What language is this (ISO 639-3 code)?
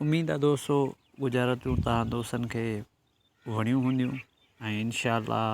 snd